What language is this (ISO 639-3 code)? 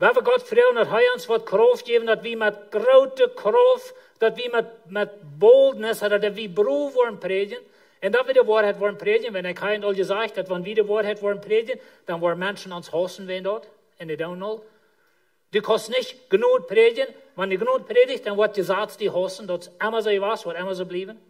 pdt